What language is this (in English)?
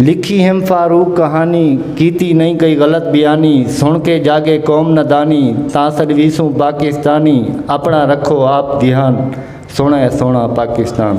Saraiki